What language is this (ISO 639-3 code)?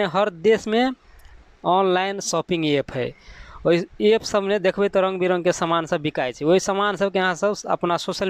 mai